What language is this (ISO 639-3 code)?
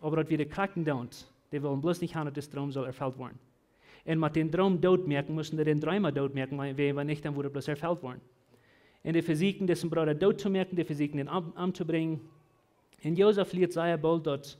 pdt